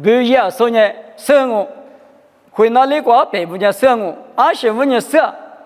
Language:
Lisu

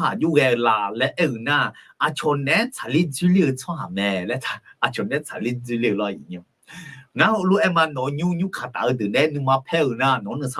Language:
Akha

